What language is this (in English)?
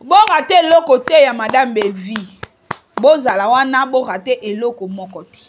Lingala